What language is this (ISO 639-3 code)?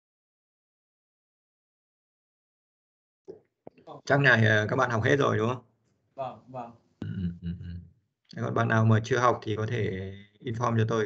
vie